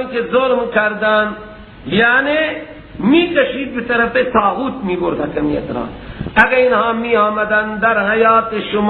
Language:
Persian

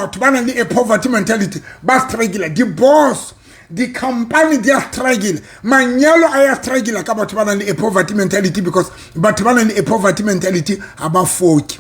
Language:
Southern Sotho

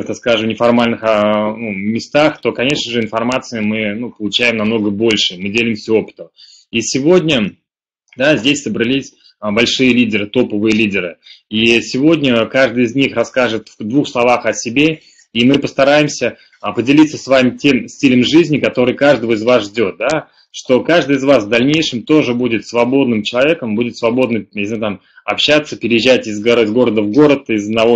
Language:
Russian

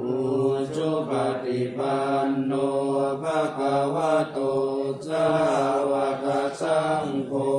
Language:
Pali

